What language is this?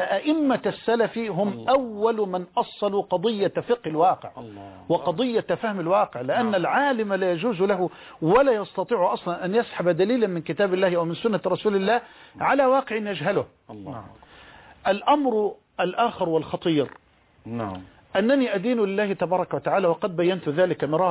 Arabic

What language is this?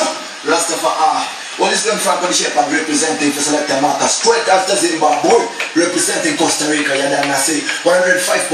English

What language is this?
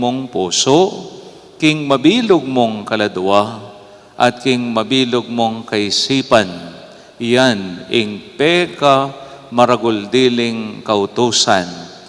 Pampanga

